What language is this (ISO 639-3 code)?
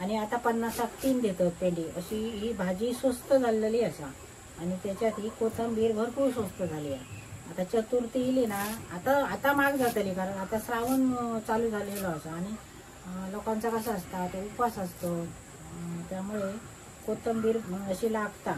kok